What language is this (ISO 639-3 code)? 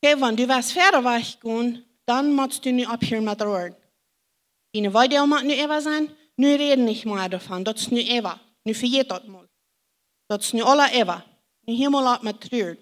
pdt